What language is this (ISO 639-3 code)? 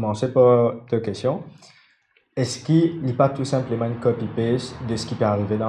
mfe